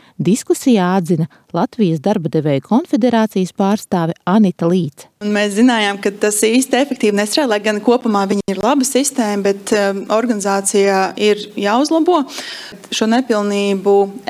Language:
Latvian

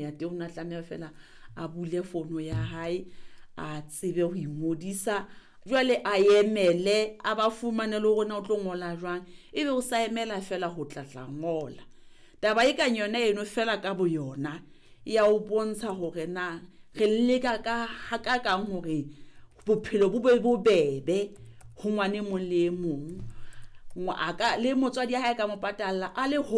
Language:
Southern Sotho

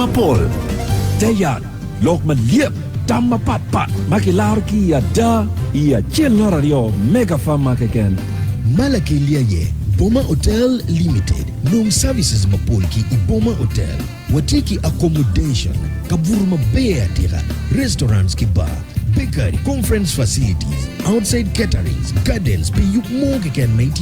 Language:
Acoli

